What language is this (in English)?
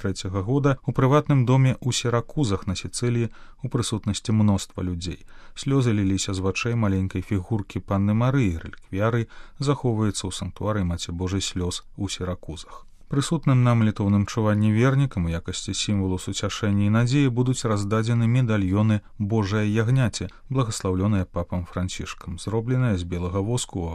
Belarusian